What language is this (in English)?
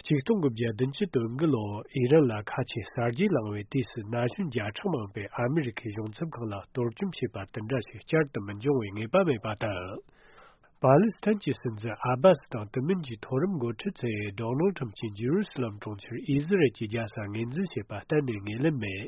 Tibetan